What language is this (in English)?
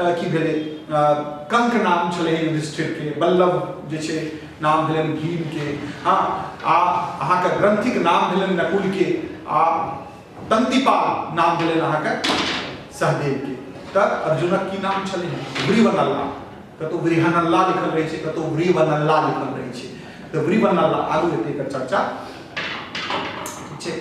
Maithili